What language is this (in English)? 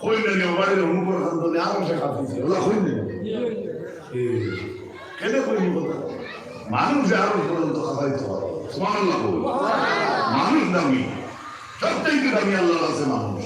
Sylheti